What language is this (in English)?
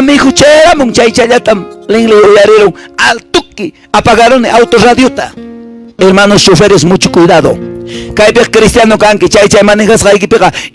Quechua